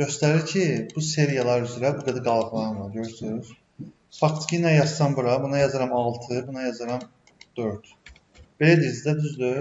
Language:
Azerbaijani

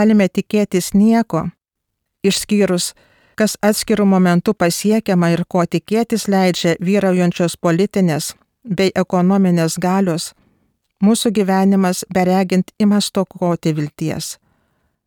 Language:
Lithuanian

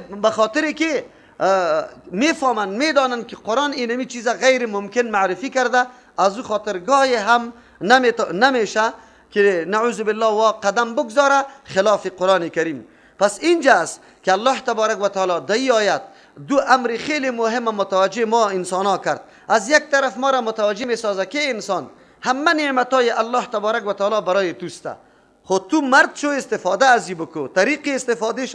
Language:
Persian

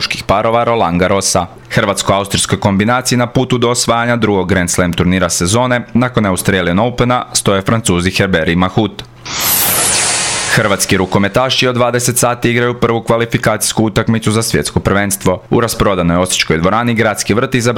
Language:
Croatian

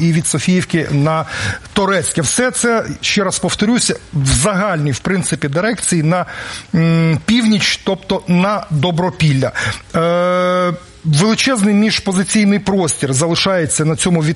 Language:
Ukrainian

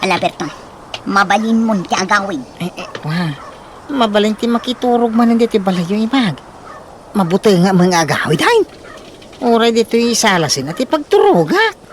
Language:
Iloko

